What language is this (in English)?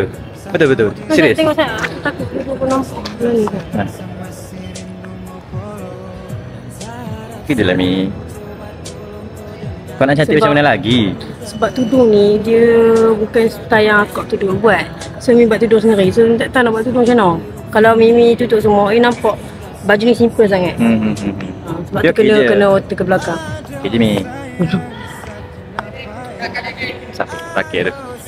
Malay